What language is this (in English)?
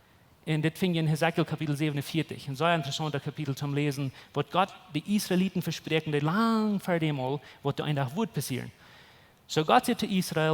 Plautdietsch